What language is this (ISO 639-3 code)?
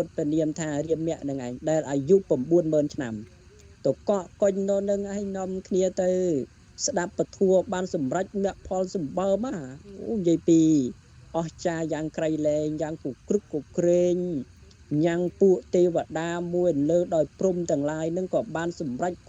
khm